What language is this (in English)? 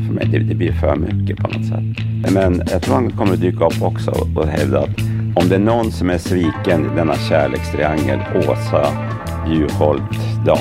Swedish